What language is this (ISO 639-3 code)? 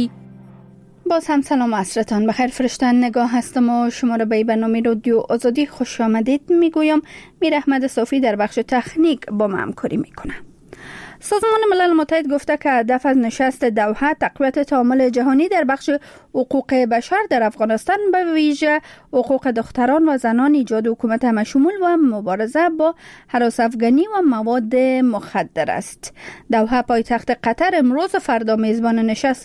fas